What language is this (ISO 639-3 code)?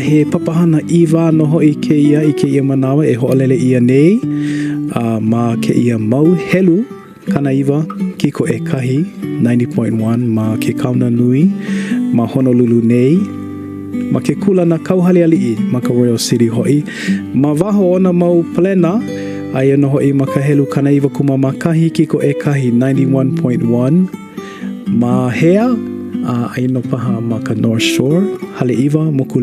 haw